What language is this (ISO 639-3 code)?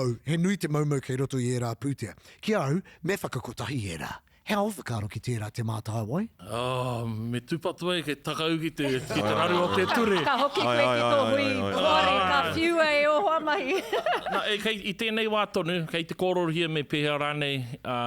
mri